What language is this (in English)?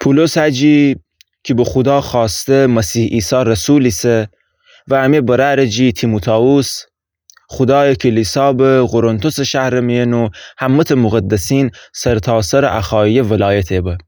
Gilaki